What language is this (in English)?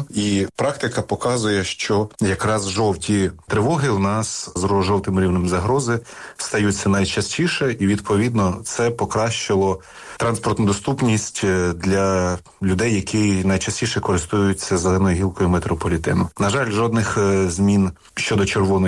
Ukrainian